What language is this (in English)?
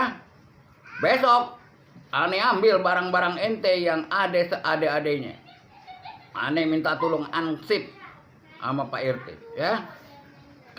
Betawi